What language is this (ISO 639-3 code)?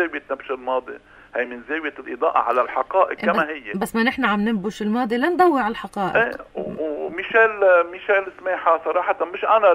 apc